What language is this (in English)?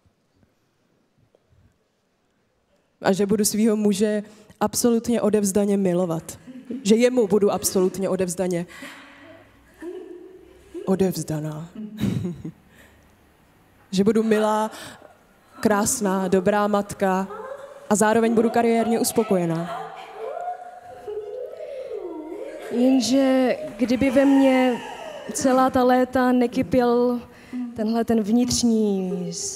Czech